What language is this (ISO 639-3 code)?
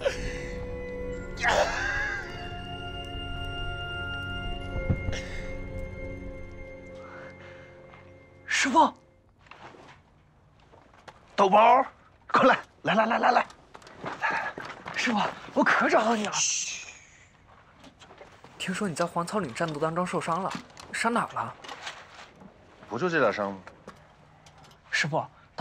zho